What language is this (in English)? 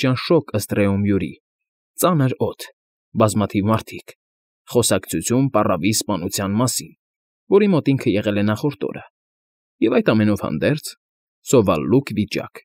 Armenian